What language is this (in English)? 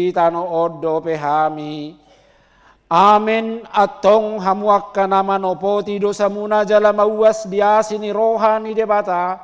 Batak Toba